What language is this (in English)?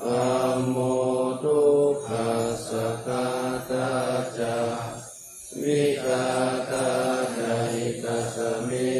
Pali